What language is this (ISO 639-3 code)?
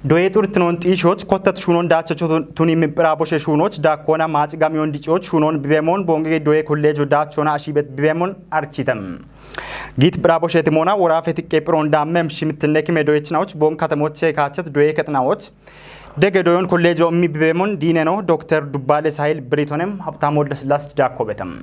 kbr